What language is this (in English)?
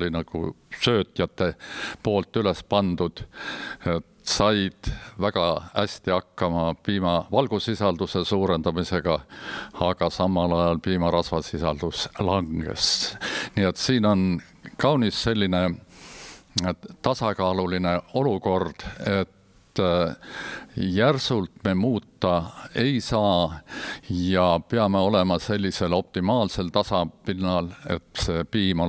Estonian